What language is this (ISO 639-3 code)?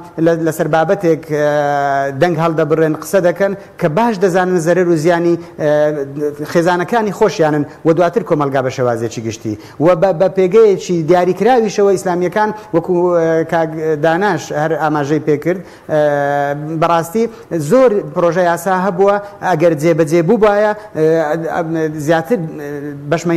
ckb